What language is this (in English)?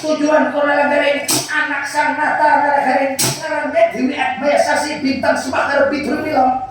Banjar